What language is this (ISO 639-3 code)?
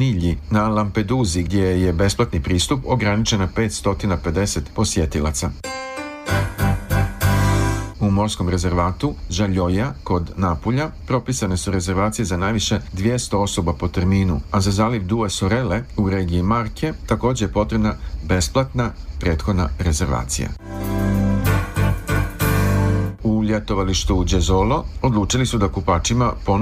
srp